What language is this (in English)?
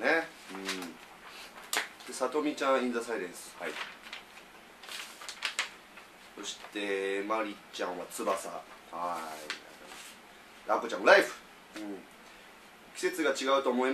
Japanese